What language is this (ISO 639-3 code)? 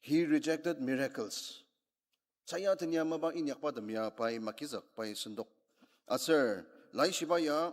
njo